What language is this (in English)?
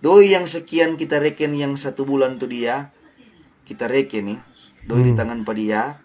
Manado Malay